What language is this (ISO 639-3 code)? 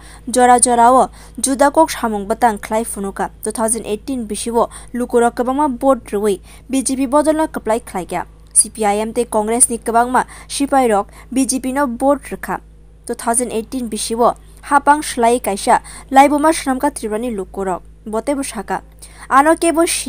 trp